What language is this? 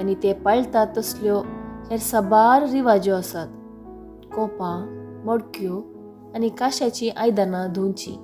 Konkani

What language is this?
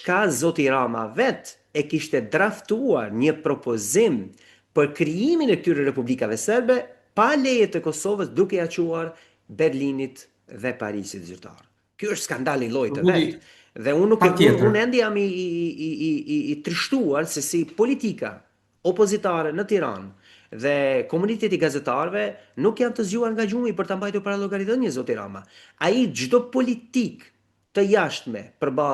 Albanian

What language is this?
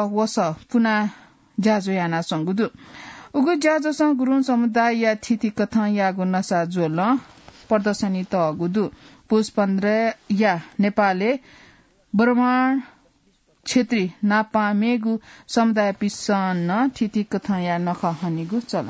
Newari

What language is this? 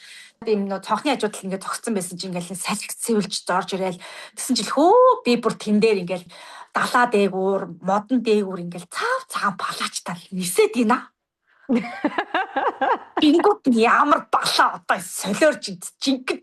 Mongolian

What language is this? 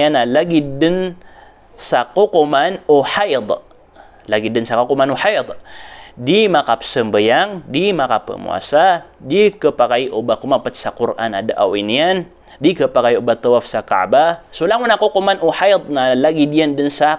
Maranao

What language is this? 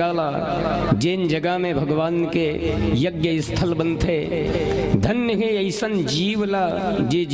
Chhattisgarhi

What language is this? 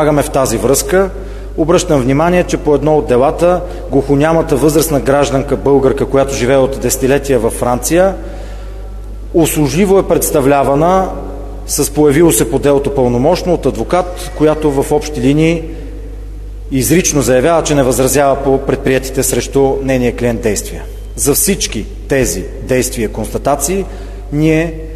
Bulgarian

